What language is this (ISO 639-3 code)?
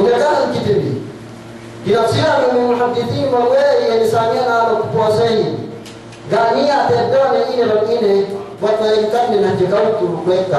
yka